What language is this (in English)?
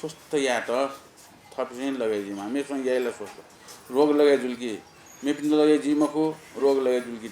Newari